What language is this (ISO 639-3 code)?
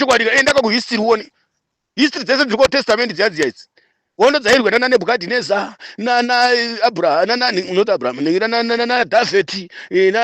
sna